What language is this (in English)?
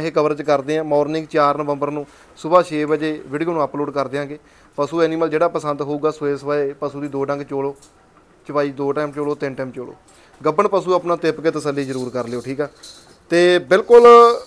Punjabi